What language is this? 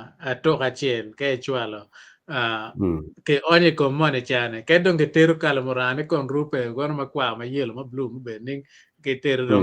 Acoli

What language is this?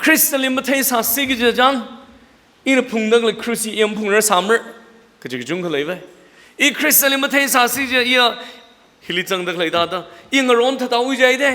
Tangkhul Naga (India)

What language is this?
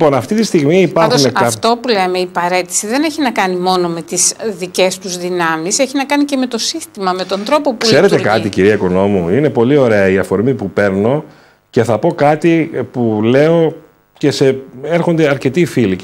Greek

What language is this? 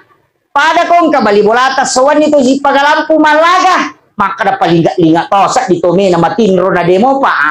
Buginese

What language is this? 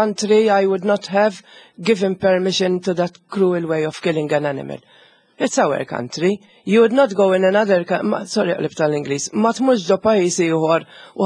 Maltese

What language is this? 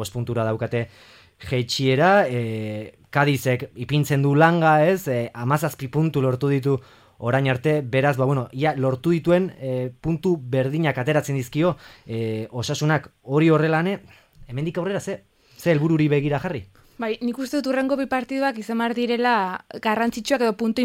Basque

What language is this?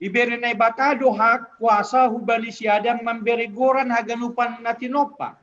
Batak Simalungun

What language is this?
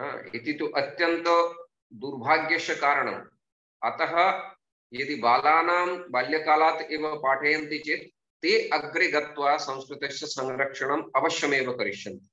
Sanskrit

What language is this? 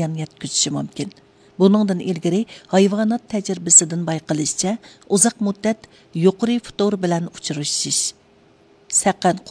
Uyghur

